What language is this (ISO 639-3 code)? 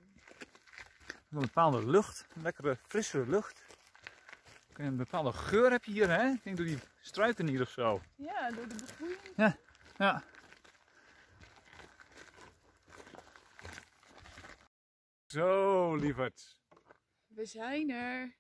nld